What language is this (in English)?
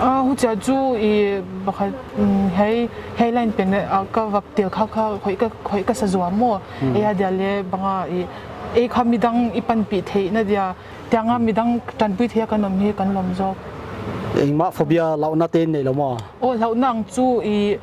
Paite Chin